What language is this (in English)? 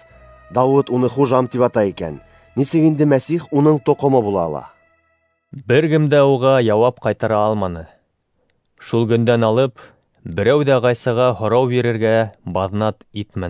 Bashkir